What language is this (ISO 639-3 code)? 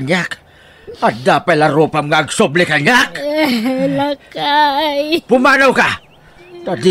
ilo